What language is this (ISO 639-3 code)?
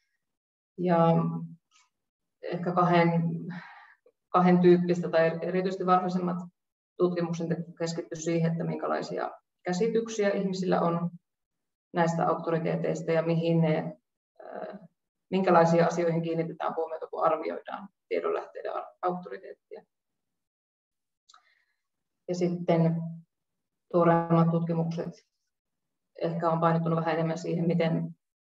fin